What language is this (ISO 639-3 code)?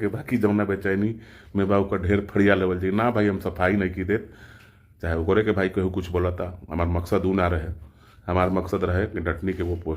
bho